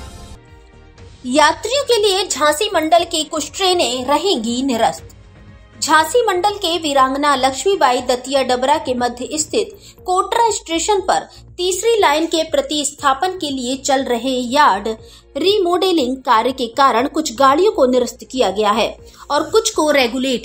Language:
Hindi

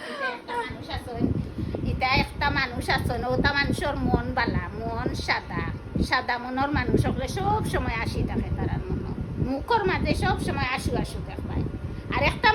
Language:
Sylheti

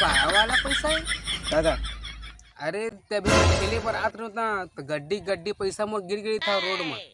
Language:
Chhattisgarhi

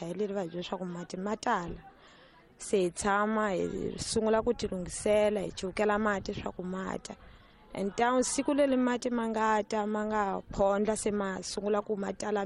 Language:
Tsonga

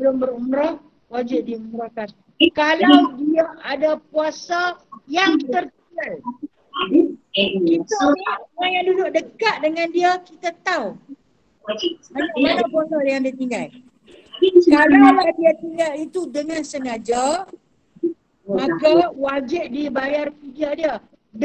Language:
Malay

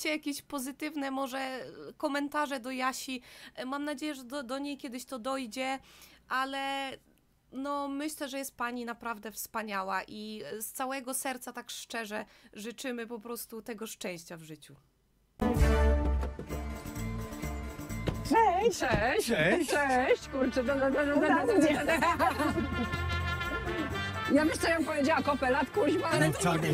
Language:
Polish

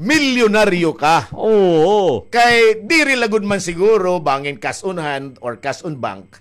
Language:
Waray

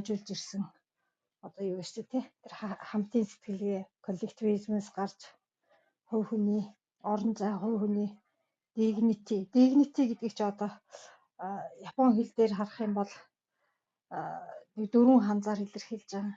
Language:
Mongolian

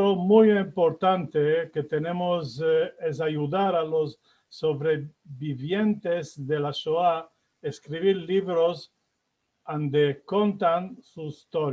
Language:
Ladino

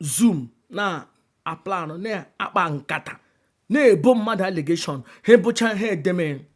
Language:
Igbo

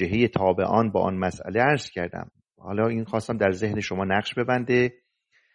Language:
Persian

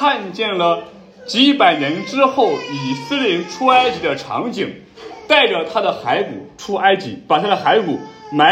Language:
Chinese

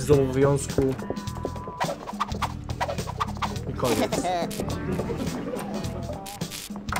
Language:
Polish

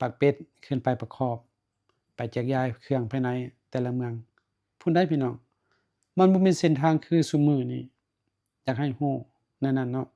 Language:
Lao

